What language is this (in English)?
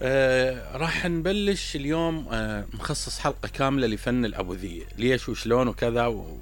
Mesopotamian Arabic